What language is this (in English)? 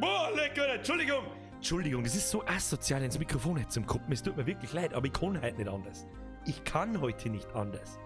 Bavarian